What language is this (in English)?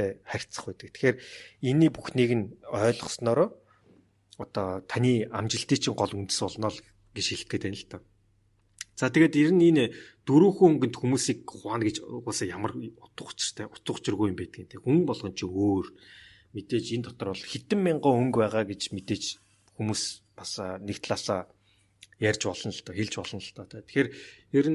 Mongolian